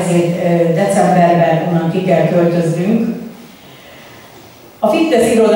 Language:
Hungarian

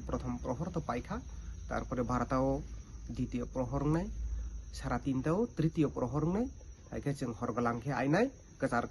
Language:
Kok Borok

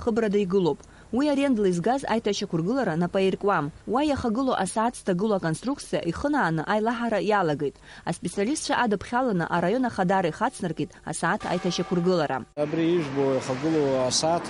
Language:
Abkhazian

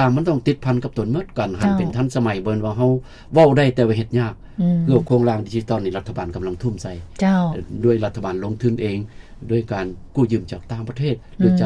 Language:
Lao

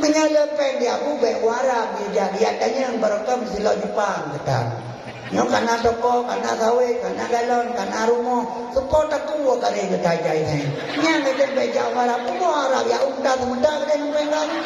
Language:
Achinese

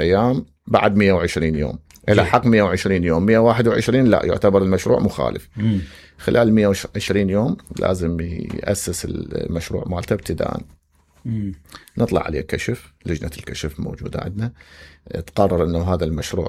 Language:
Mesopotamian Arabic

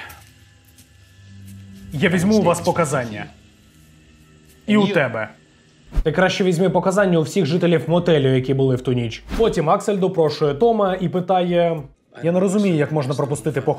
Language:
Ukrainian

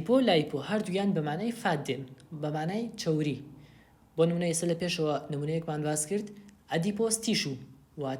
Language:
Central Kurdish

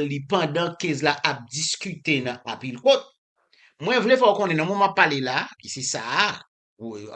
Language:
Haitian Creole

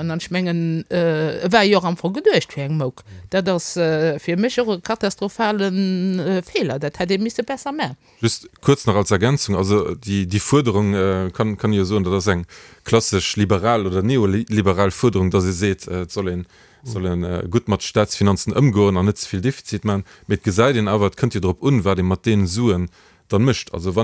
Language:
Luxembourgish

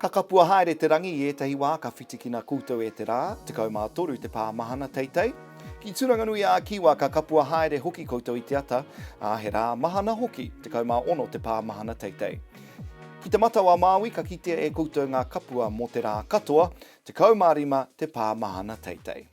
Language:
Māori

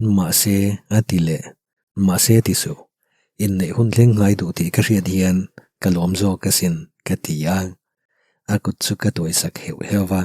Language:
Mizo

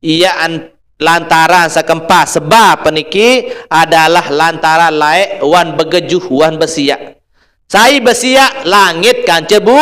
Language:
Sasak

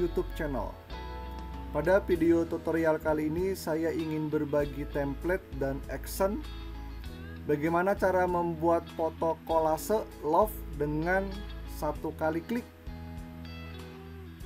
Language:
Indonesian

